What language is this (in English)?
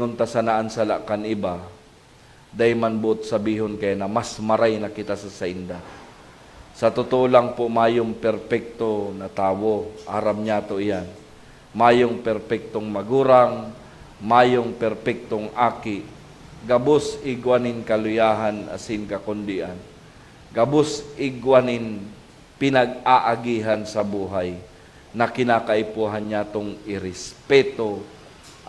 Bikol